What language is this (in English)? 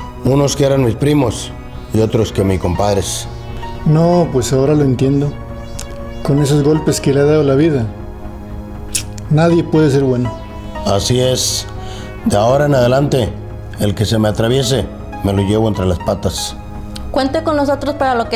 Spanish